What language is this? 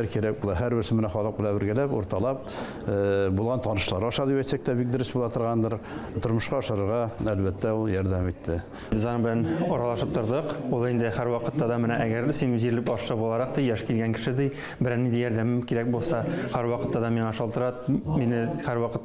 Tatar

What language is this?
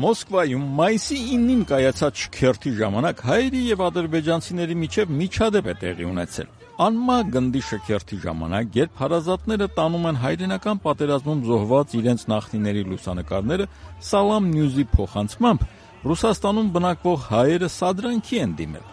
Armenian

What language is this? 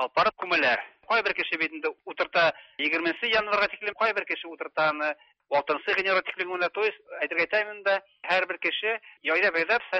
Tatar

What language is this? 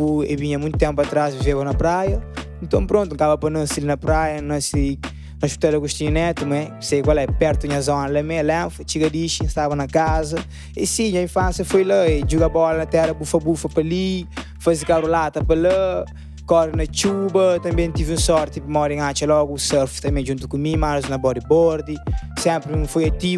Kabuverdianu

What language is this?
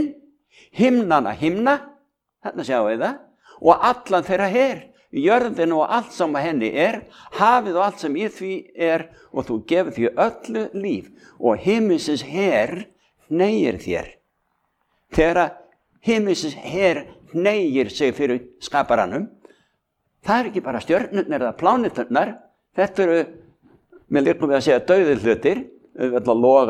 Icelandic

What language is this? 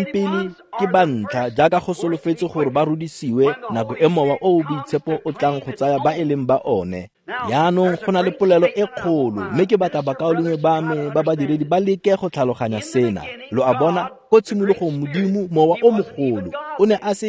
Tswana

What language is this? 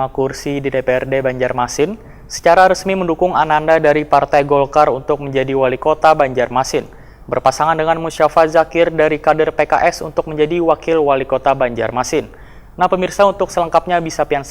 Banjar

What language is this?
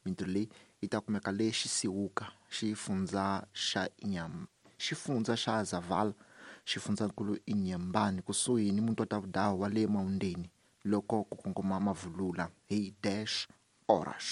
Tsonga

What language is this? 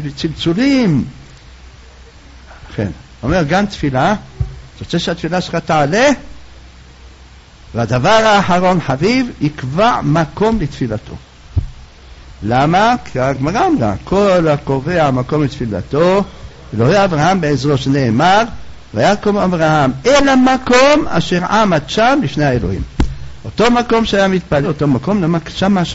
Hebrew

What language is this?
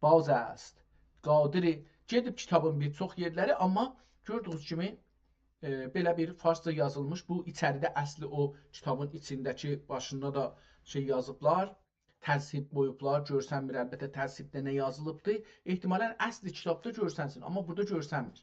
South Azerbaijani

